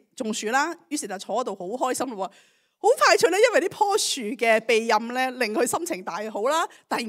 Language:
Cantonese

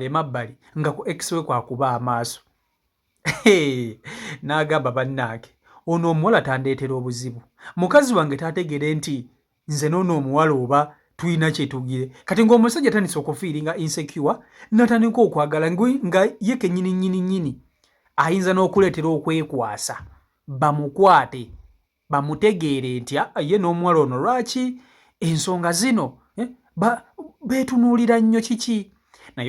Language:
Ganda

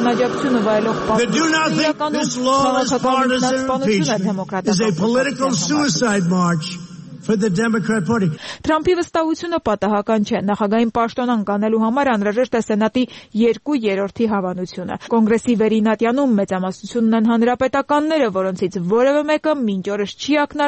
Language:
Armenian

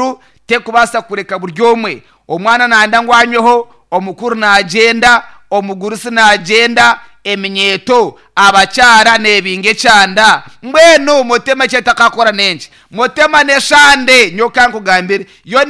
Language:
Nyankole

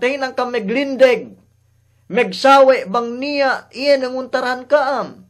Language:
Yakan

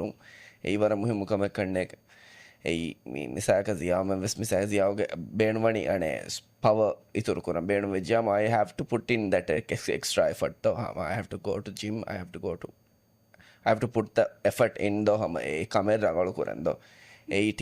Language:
Divehi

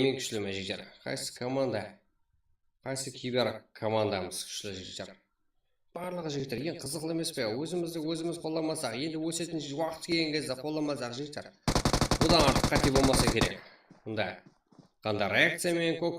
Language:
Kara-Kalpak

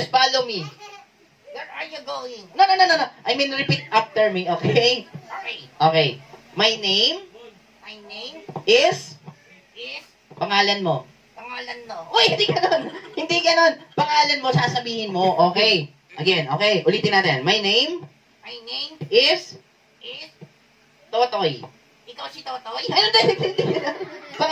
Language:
Filipino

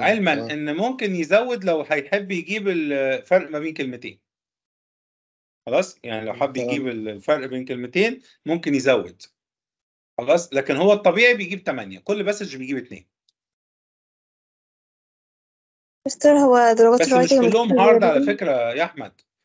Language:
Egyptian Arabic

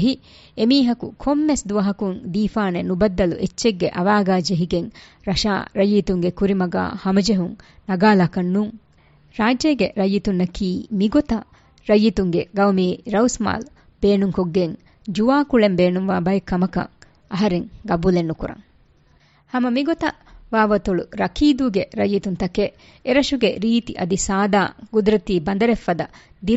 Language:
Divehi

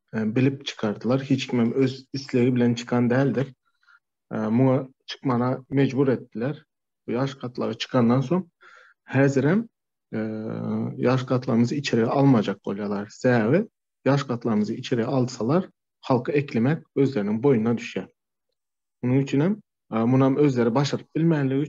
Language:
Turkmen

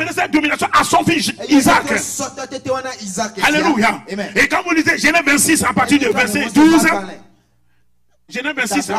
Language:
French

